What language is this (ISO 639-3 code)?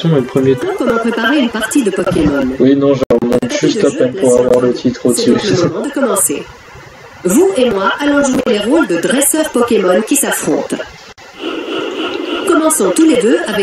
fra